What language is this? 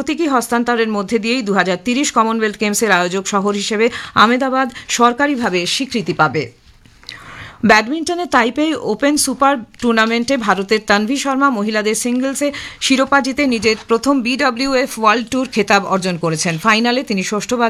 Bangla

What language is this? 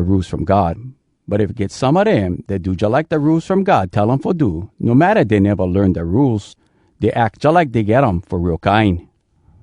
Hawai'i Creole English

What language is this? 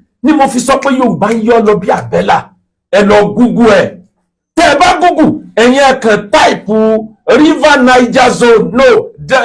Yoruba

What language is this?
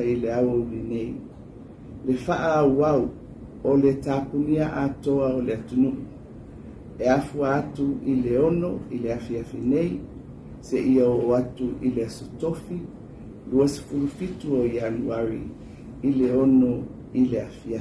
Samoan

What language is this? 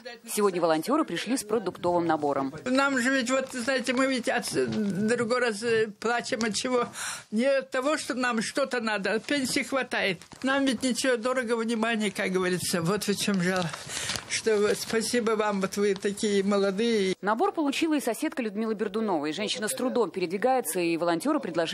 Russian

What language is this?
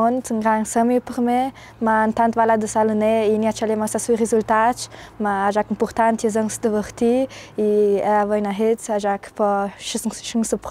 Ladin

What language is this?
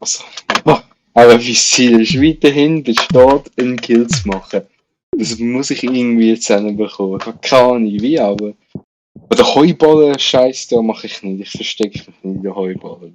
Swiss German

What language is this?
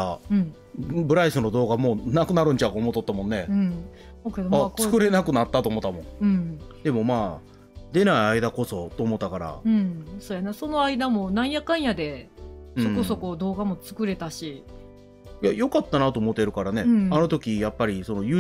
Japanese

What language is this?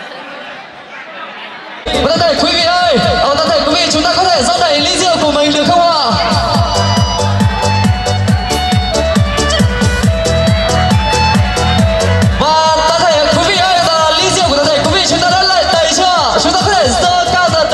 Vietnamese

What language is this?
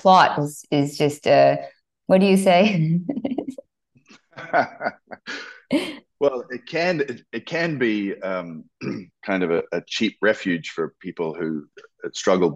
English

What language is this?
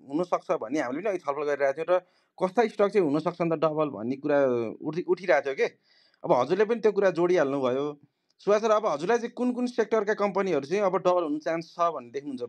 Nepali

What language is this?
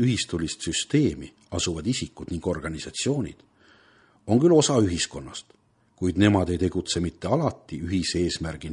Estonian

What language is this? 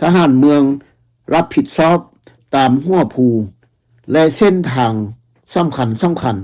Lao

